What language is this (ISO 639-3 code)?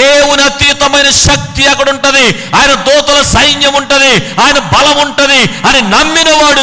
tel